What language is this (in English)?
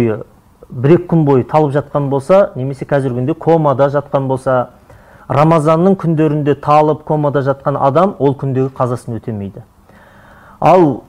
Kazakh